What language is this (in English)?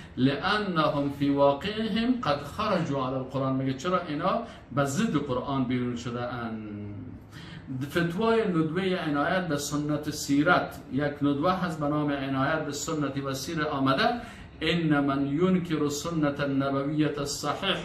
Persian